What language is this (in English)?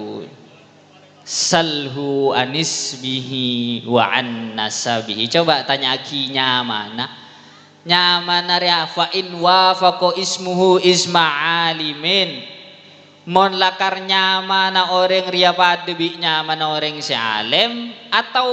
Madurese